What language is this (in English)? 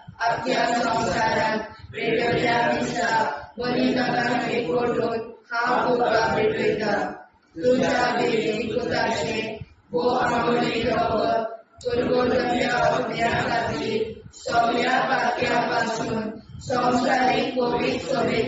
Konkani